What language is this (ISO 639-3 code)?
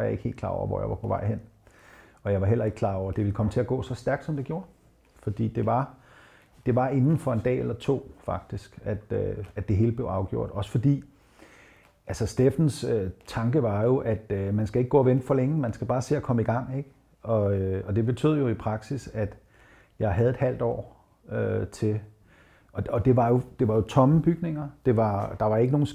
dan